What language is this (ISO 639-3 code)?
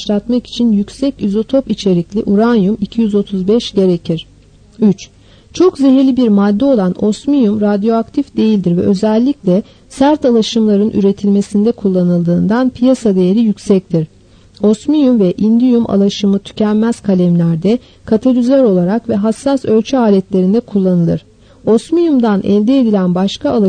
tur